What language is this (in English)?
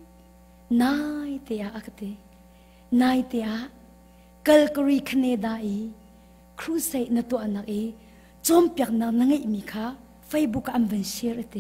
Hakha Chin